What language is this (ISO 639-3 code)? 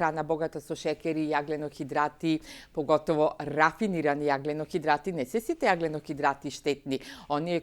mkd